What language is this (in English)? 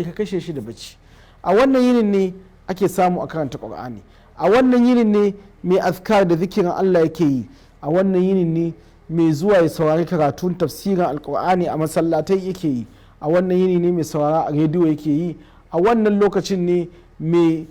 Hausa